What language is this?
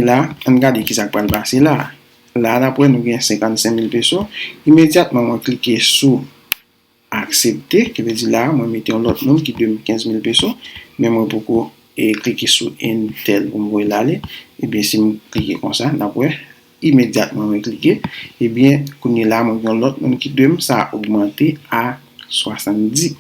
Haitian Creole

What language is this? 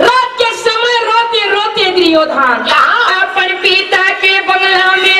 Chhattisgarhi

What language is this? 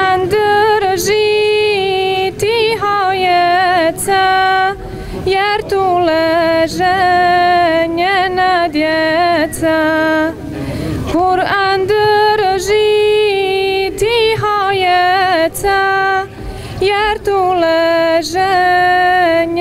Bosnian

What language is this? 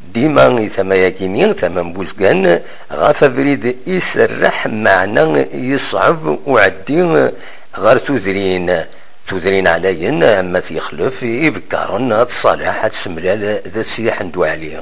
Kabyle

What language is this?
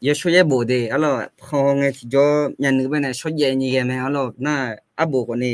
Akha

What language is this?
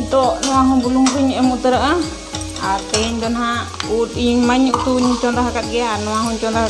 Santali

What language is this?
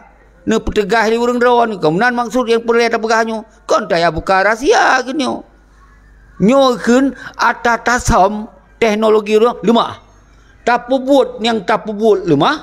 Achinese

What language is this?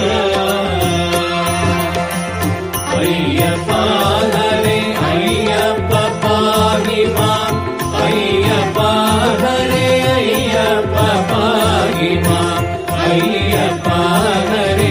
Kannada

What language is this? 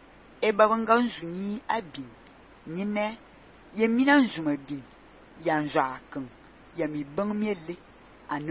Fang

